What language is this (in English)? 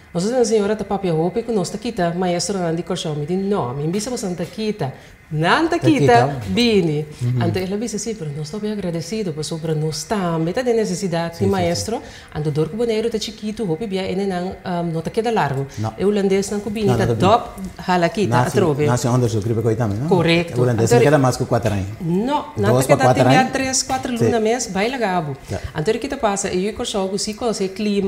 Papiamento